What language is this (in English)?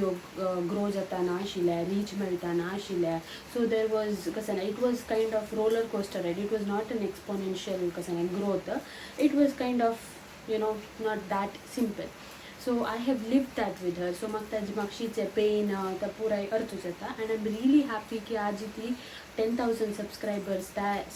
Konkani